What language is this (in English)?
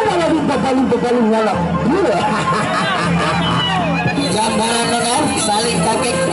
Sasak